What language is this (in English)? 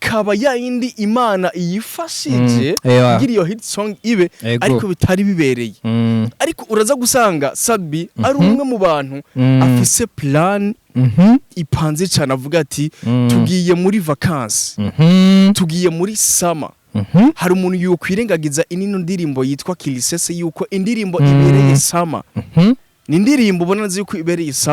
Rundi